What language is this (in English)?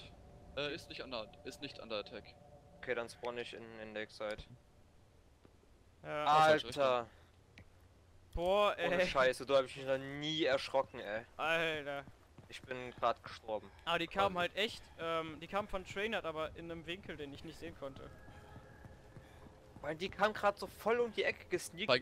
German